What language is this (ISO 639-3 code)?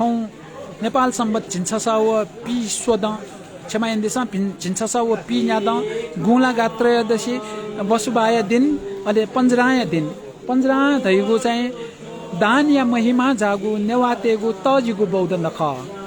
new